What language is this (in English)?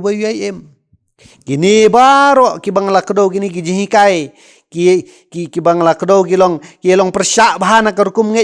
Khasi